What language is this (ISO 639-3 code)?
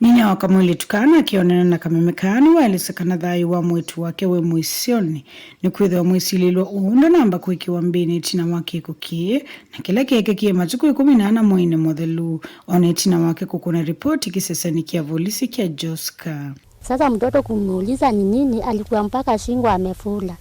kam